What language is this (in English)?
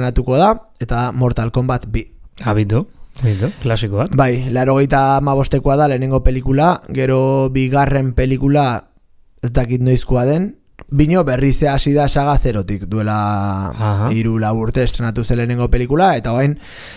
Basque